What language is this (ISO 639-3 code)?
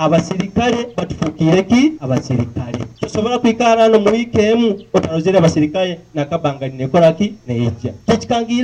nyo